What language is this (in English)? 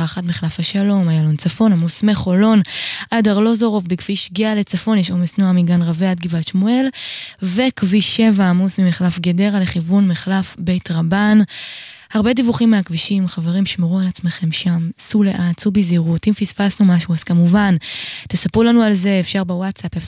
Hebrew